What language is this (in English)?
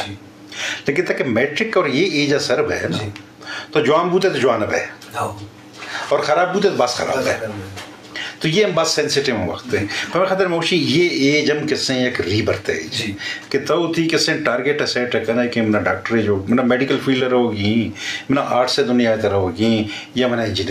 Eastern Balochi